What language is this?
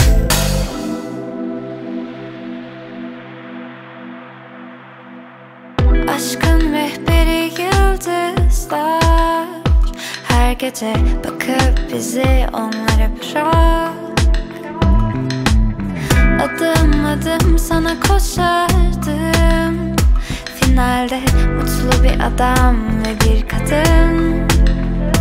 Turkish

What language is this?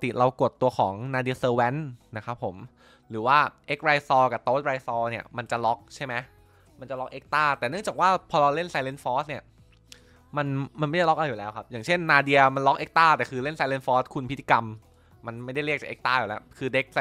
Thai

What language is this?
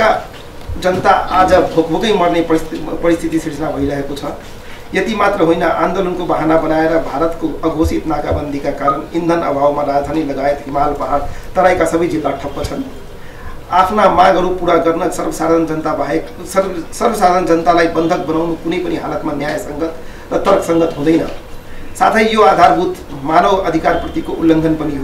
Nepali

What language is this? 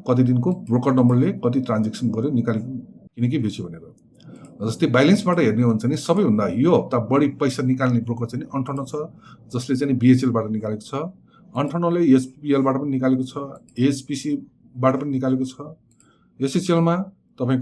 Nepali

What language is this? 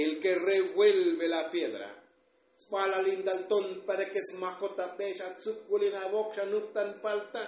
Tzotzil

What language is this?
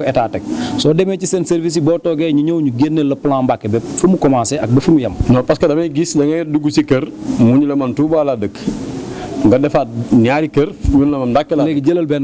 Wolof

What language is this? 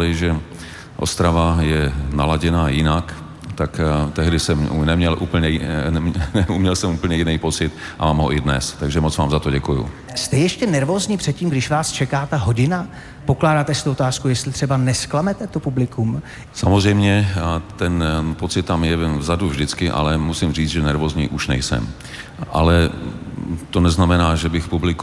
Czech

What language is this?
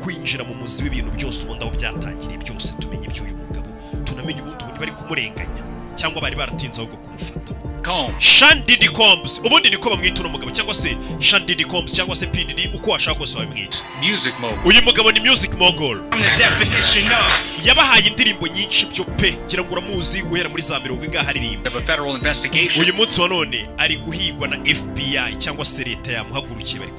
Kinyarwanda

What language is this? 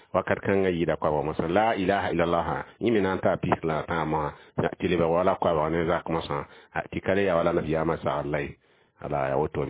Mossi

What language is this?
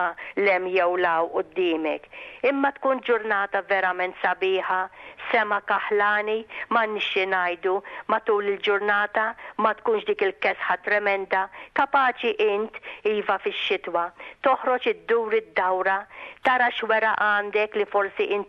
Maltese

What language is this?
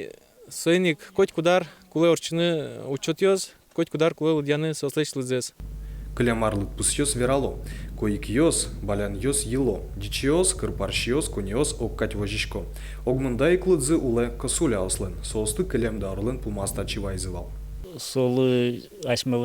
Udmurt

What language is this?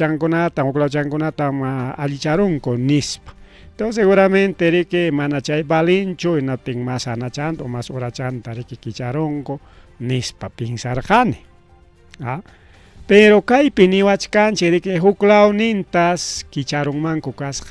Ayacucho Quechua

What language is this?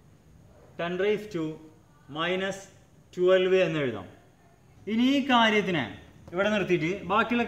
Malayalam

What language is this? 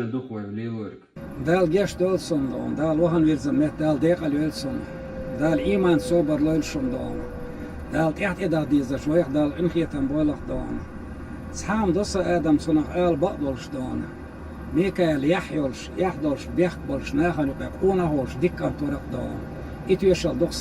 Chechen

